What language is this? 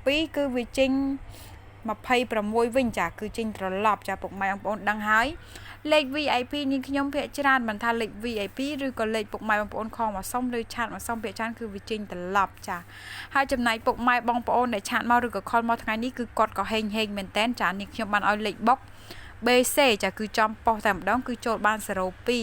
Khmer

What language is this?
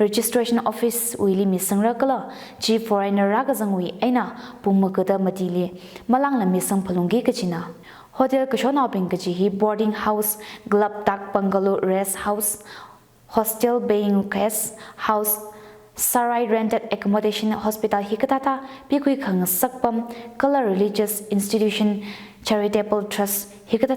Tangkhul Naga (India)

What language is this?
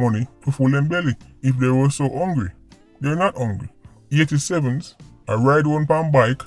Jamaican Creole English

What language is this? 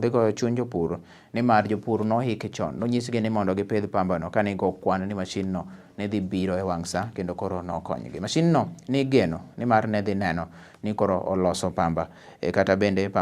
Luo (Kenya and Tanzania)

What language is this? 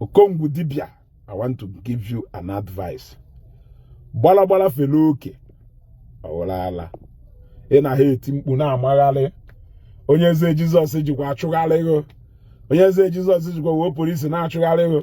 Igbo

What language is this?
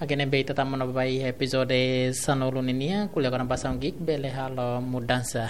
Tetum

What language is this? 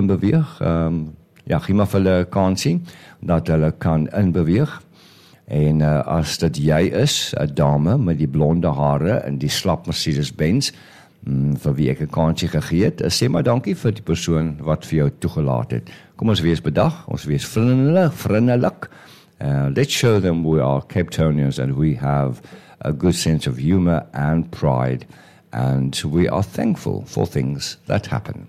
Afrikaans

